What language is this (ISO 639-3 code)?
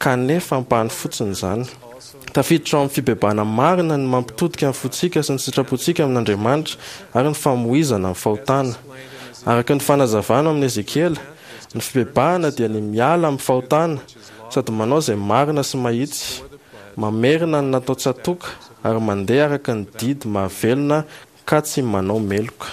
mlg